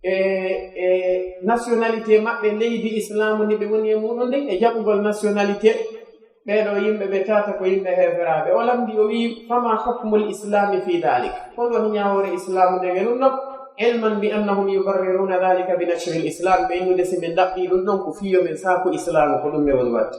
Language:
Pular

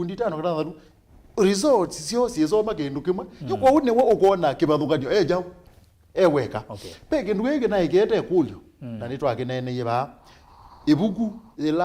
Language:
Kamba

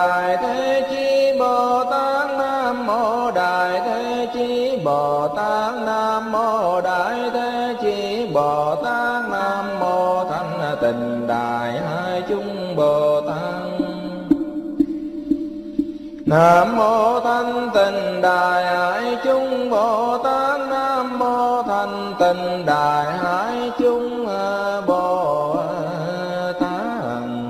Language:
Vietnamese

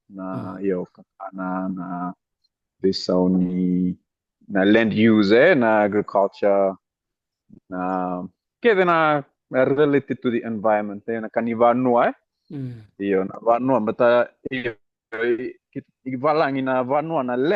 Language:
Fijian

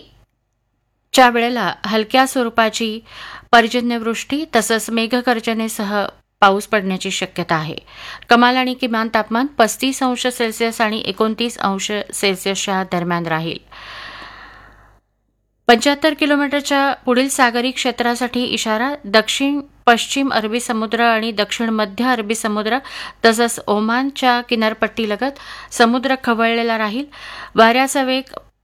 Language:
Marathi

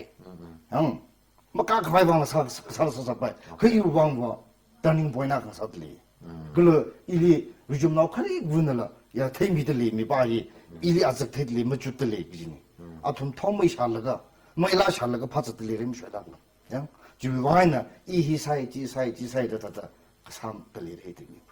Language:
Tangkhul Naga (India)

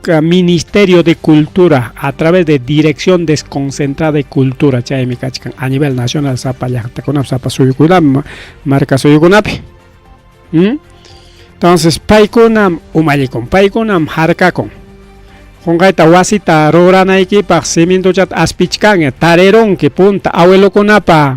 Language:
Ayacucho Quechua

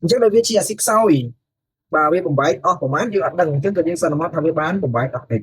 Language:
Khmer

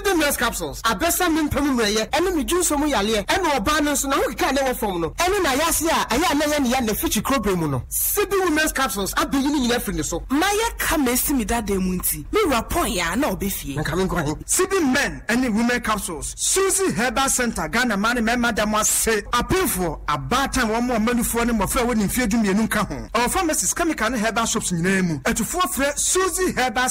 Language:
Akan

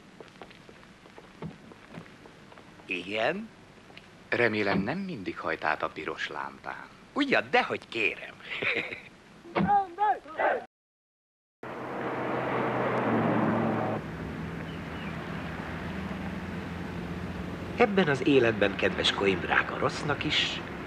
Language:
Hungarian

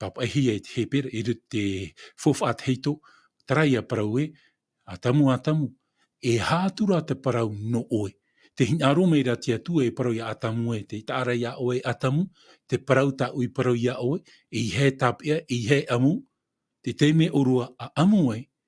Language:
Tahitian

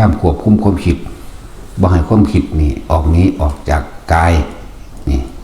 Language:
Northeastern Thai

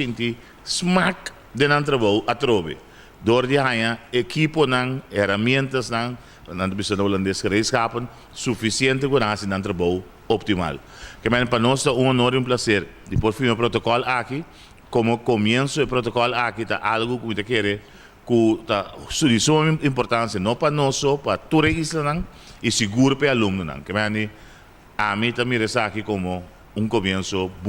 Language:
Papiamento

